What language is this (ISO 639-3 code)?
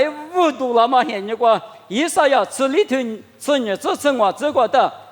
lis